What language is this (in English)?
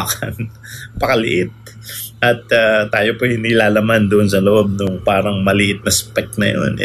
Filipino